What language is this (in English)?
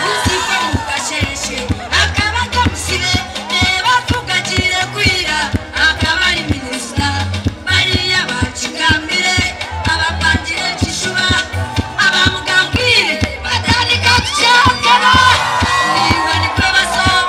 Nyankole